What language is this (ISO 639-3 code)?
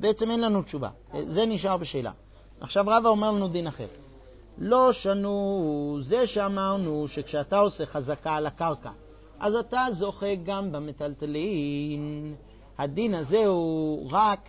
heb